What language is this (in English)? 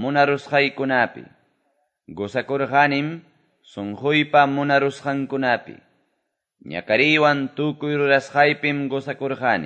Quechua